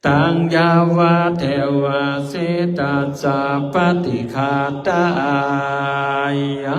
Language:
Pali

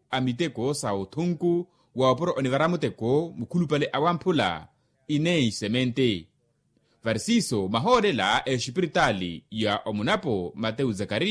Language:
Makhuwa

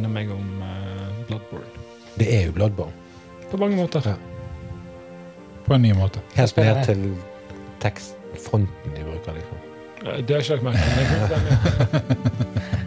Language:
Norwegian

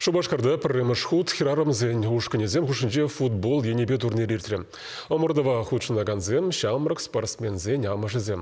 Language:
Chuvash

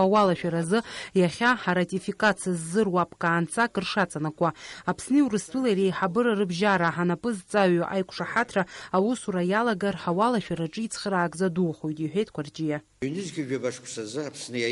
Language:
Abkhazian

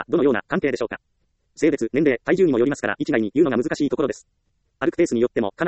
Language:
Japanese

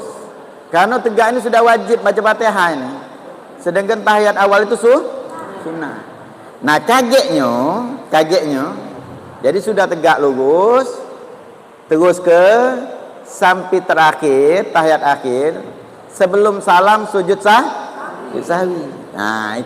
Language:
Musi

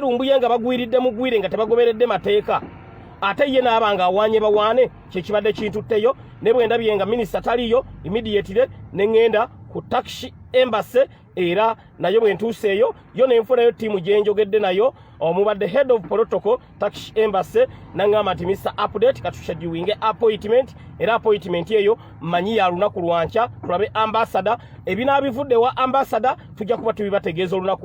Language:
Ganda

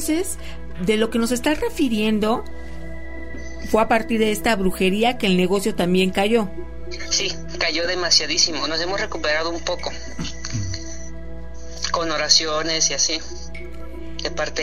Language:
Spanish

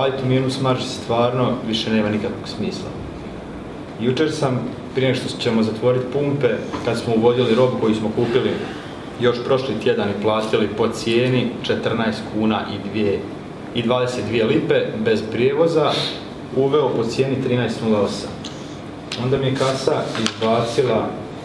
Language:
Croatian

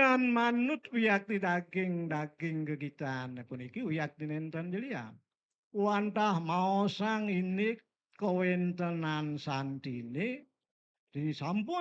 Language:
Balinese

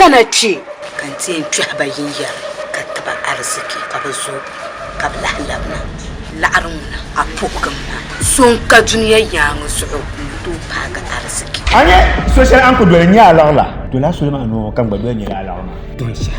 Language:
Dagbani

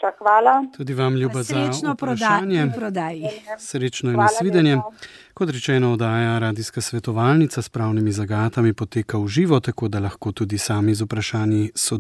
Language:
Slovenian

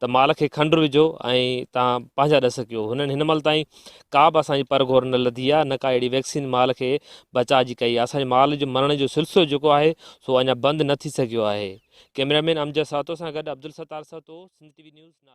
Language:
Sindhi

